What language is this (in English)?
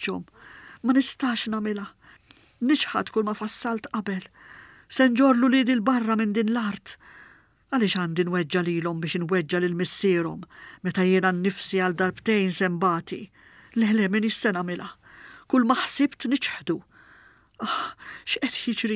Maltese